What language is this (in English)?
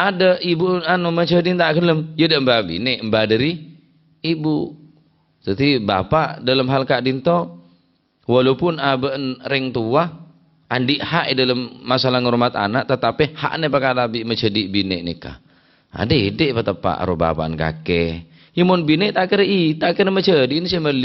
Madurese